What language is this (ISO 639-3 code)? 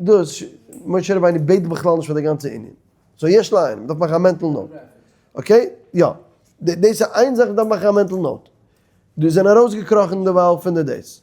yid